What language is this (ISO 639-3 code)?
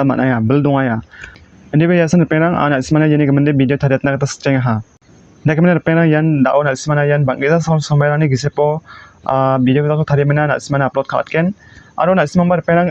grt